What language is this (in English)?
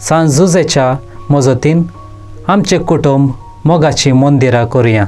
Konkani